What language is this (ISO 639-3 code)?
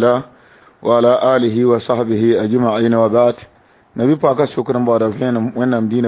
mos